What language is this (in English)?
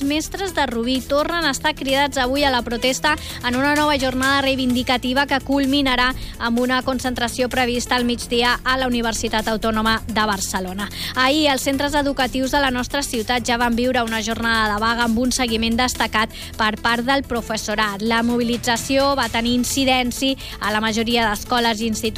Catalan